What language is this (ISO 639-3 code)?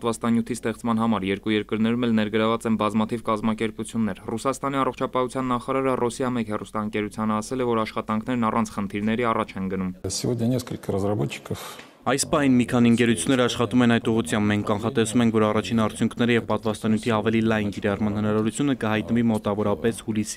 hye